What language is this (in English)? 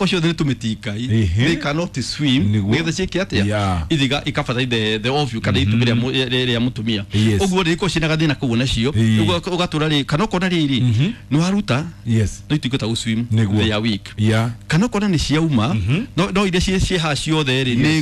Kikuyu